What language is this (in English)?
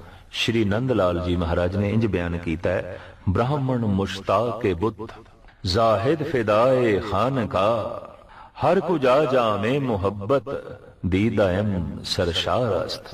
Punjabi